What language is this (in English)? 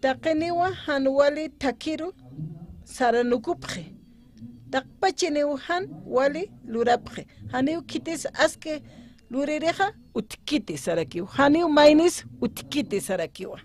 Aymara